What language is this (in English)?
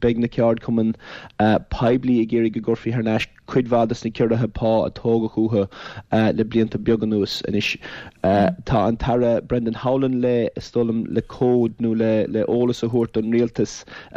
Irish